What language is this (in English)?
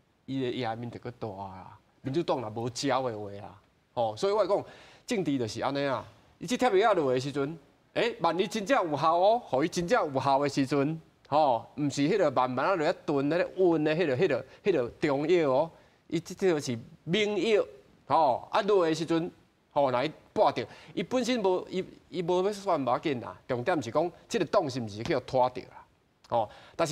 Min Nan Chinese